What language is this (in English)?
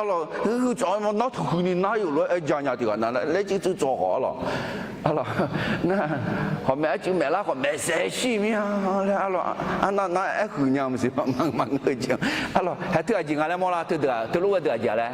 Akha